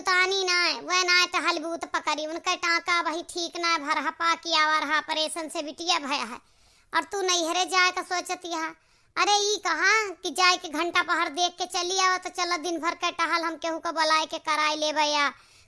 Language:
Awadhi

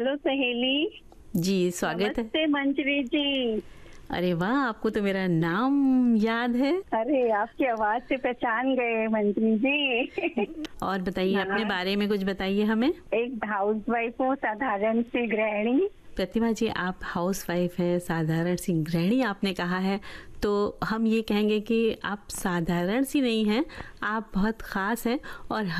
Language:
Hindi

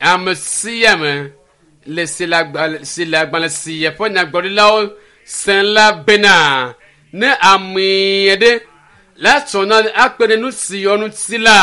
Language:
Ewe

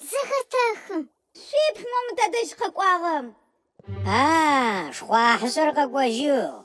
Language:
Adyghe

